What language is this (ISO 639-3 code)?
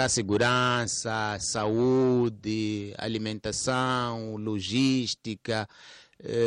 tso